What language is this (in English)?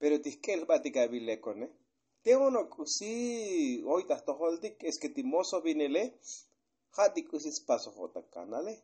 Tzotzil